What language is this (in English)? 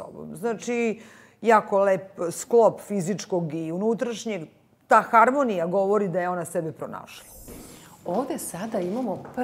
Serbian